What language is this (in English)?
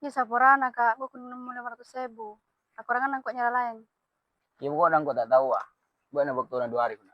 Madurese